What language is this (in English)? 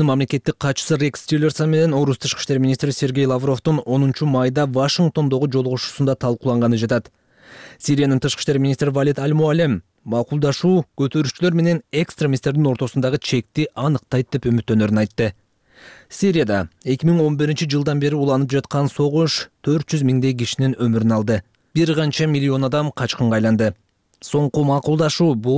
Kyrgyz